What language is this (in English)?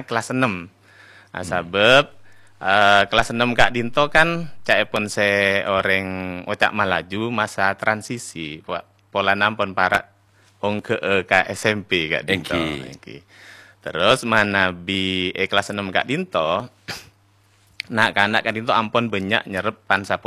Madurese